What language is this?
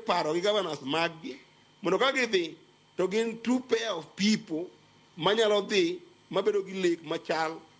Luo (Kenya and Tanzania)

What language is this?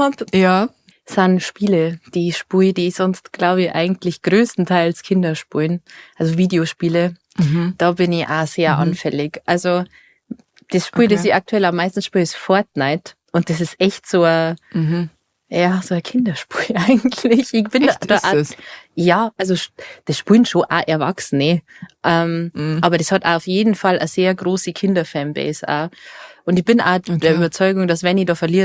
Bavarian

